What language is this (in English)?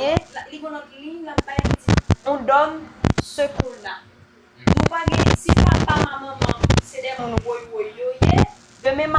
Haitian Creole